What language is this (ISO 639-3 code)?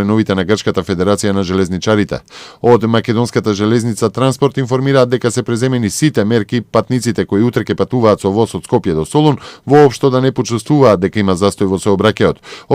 mkd